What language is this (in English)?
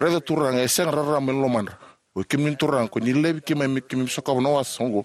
Fijian